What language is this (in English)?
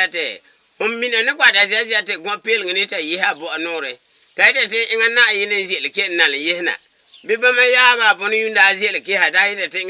Frafra